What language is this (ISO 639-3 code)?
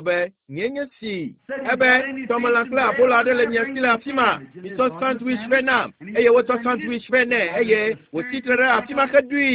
ewe